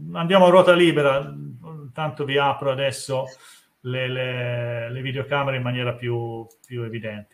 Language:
Italian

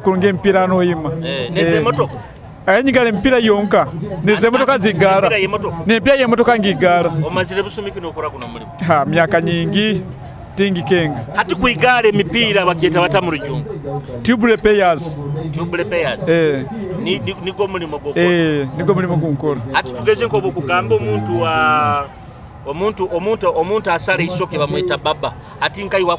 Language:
Nyoro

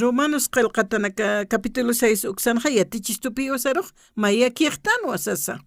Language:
Aymara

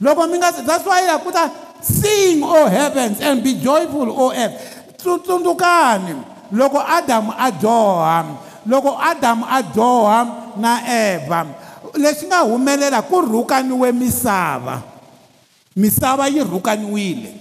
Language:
Tsonga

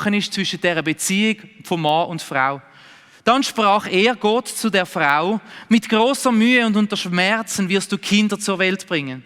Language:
Swiss German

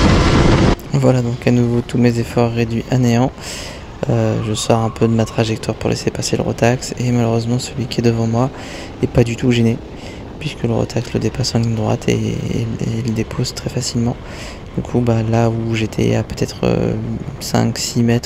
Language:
French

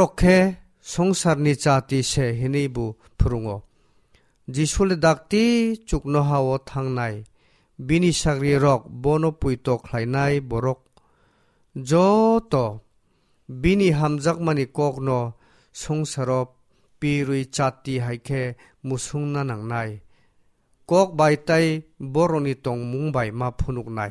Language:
Kok Borok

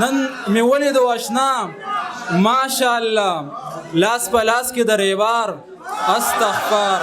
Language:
Pashto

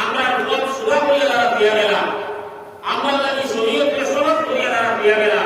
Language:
Sylheti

